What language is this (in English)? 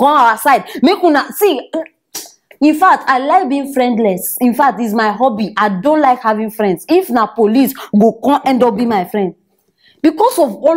Nigerian Pidgin